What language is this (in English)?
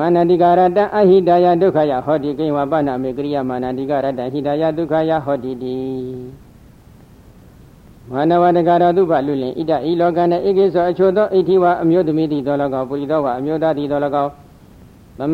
Burmese